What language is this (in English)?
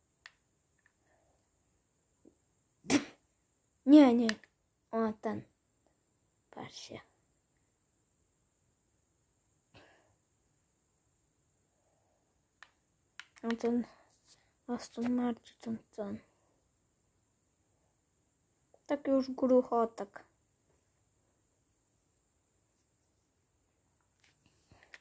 Polish